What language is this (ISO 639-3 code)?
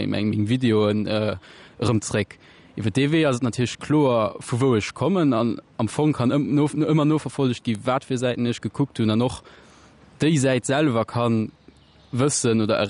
ltz